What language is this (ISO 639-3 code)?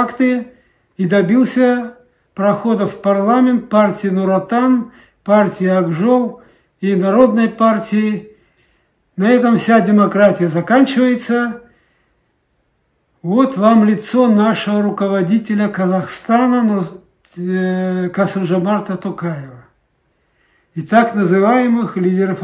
rus